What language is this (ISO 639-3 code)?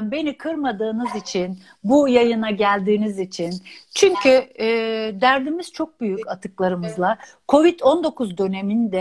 tur